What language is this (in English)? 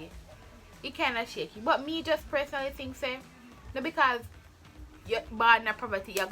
Jamaican Creole English